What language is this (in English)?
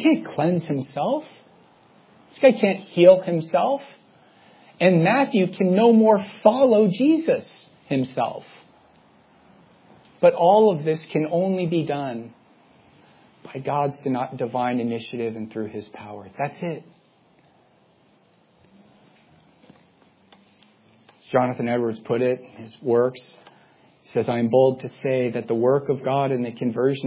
English